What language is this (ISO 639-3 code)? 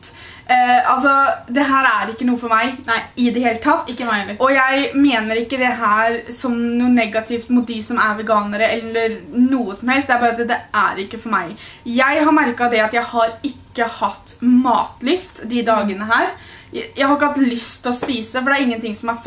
nor